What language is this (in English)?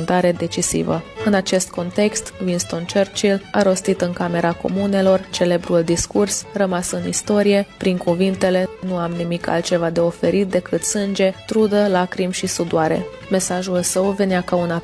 Romanian